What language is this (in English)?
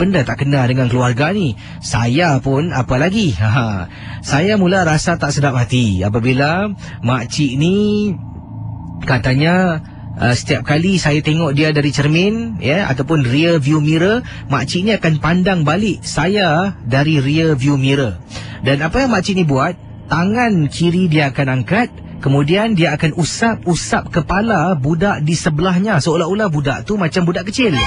Malay